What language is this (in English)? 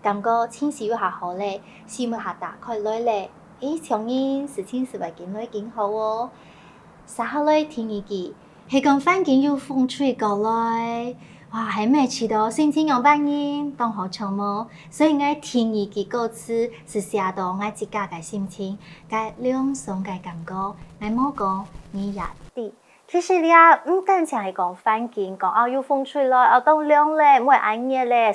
Hakka Chinese